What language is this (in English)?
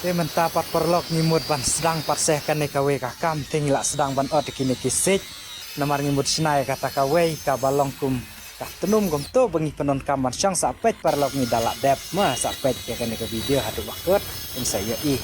Khasi